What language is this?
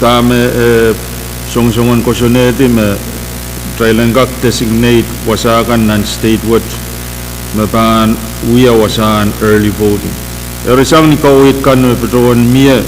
Pohnpeian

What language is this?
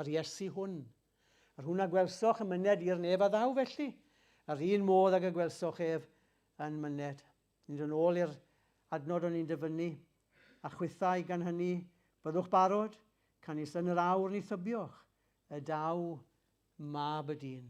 Welsh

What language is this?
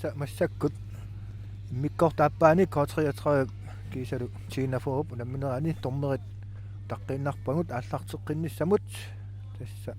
Kalaallisut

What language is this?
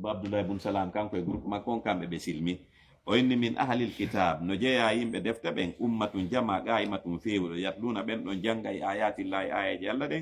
Fula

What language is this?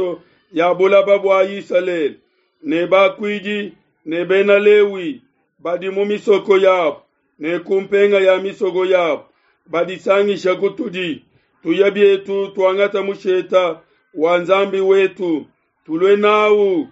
Luba-Lulua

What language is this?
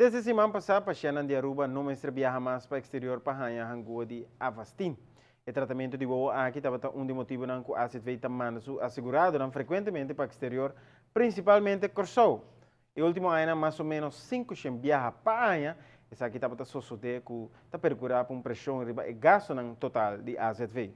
Papiamento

